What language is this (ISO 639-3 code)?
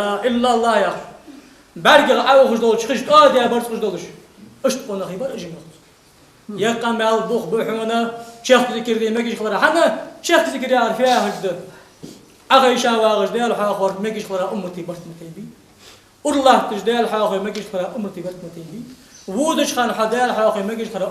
inh